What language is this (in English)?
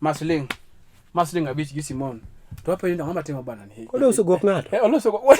Luo (Kenya and Tanzania)